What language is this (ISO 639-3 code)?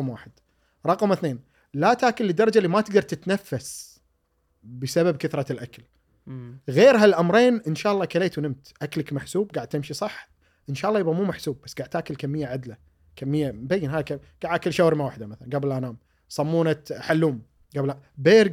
afb